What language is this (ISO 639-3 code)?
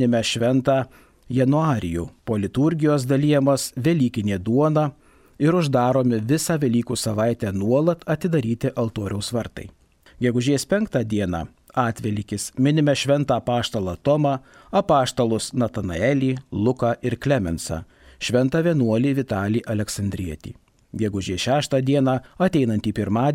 lit